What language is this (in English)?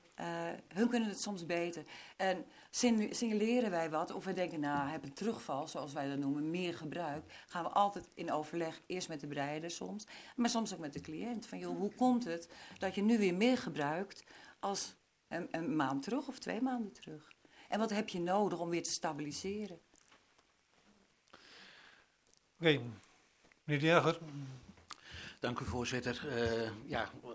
Dutch